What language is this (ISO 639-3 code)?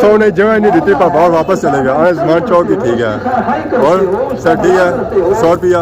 phr